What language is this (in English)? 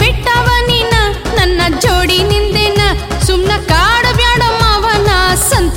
Kannada